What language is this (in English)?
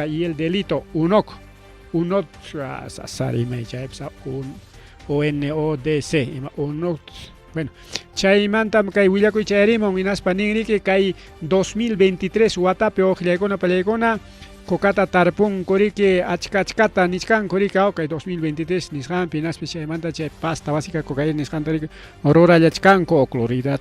Ayacucho Quechua